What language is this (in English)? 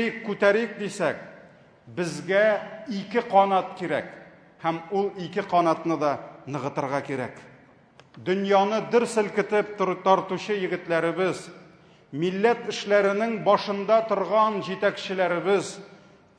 Tatar